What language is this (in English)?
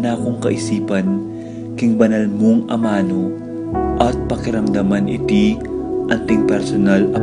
Pampanga